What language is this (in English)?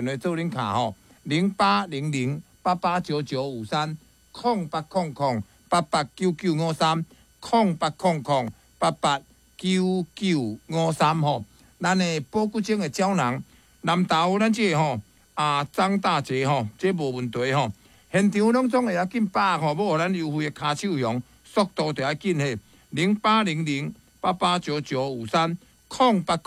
Min Nan Chinese